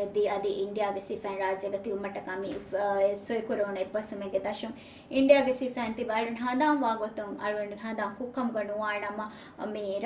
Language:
Divehi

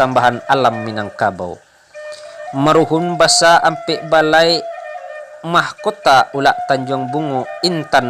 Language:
Minangkabau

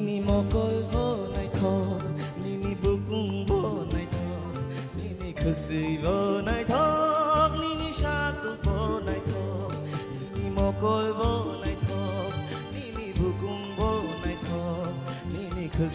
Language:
Kok Borok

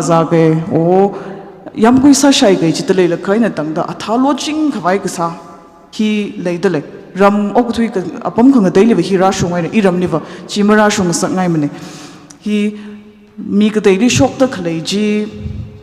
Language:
Tangkhul Naga (India)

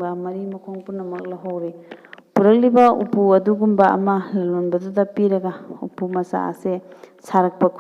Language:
Manipuri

